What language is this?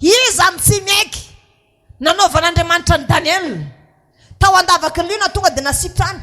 Malagasy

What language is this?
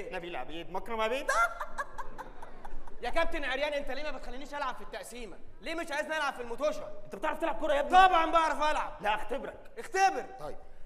Egyptian Arabic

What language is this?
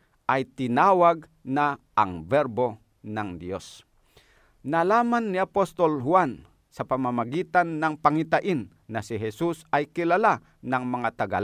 Filipino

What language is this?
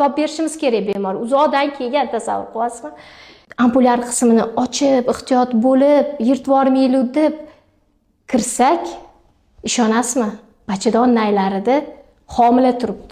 Uzbek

